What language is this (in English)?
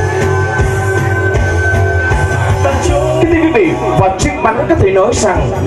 Vietnamese